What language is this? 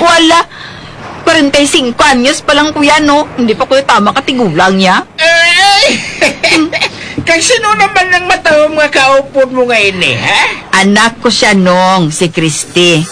Hiligaynon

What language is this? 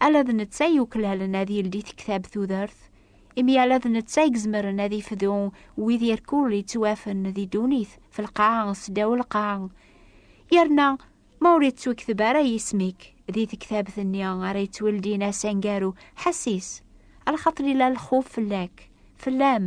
Kabyle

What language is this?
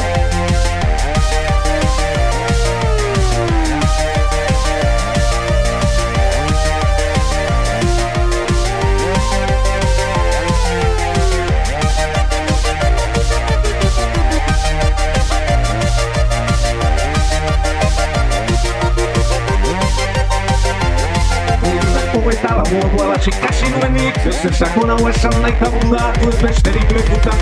Basque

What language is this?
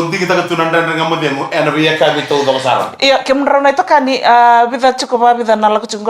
Fijian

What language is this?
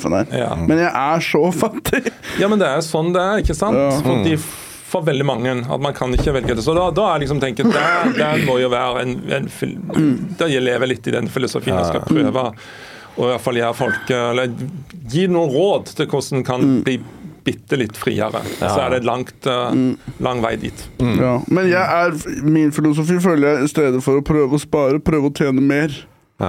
Norwegian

